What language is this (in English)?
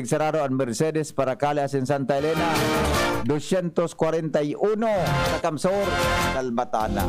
Bikol